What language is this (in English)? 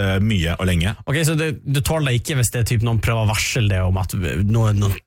Norwegian